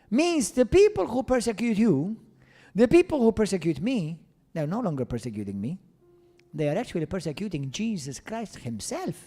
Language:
English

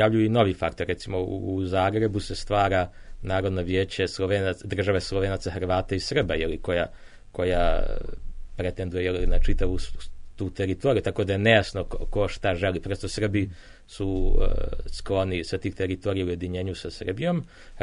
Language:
Serbian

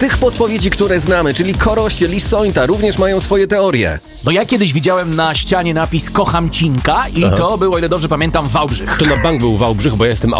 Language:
Polish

